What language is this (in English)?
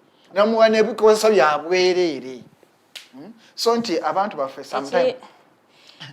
Ganda